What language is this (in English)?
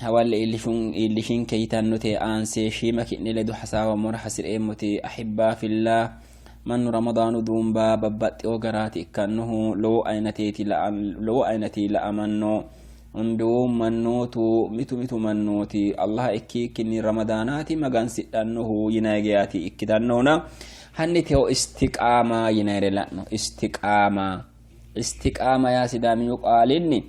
Sidamo